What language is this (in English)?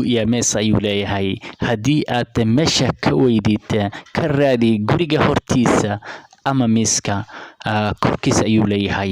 Somali